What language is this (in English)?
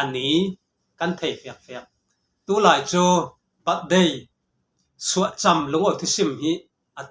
Falam Chin